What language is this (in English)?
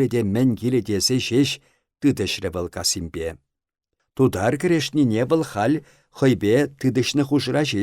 Chuvash